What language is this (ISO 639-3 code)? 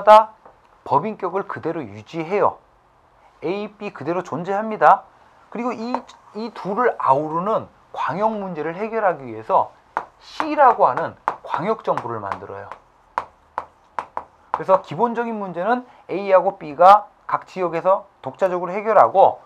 kor